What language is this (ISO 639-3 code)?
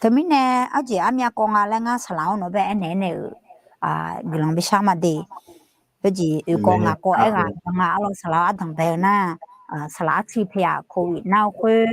ahk